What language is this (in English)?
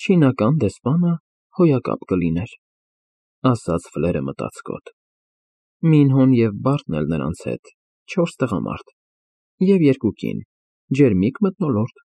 Armenian